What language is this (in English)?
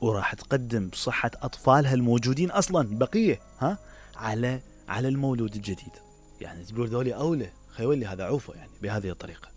Mesopotamian Arabic